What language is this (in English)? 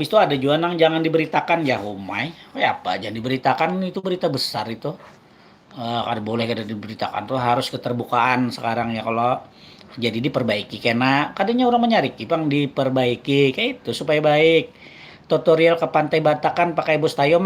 Banjar